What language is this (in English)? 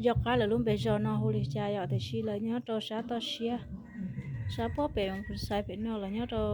Hmong